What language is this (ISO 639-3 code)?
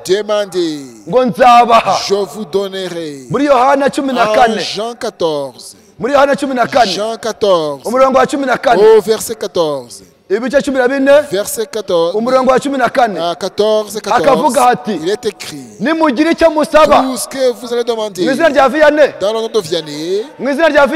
kin